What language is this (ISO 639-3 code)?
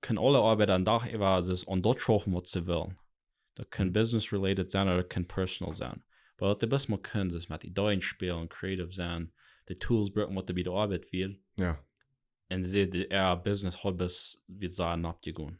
pdt